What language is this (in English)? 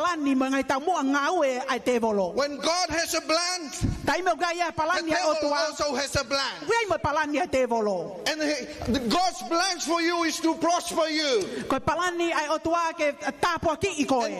Tongan